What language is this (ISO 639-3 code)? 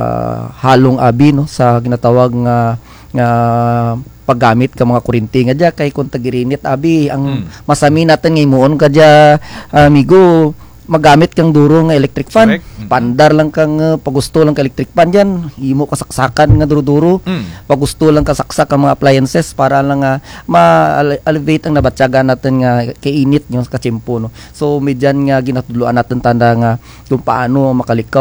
krj